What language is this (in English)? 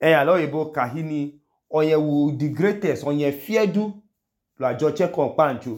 Idoma